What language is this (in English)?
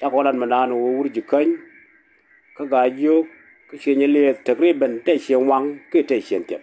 Nuer